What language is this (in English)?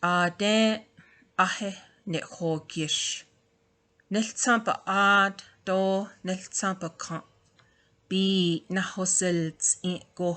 Navajo